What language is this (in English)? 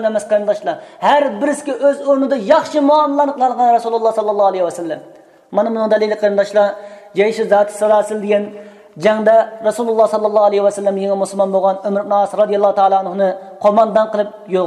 Uyghur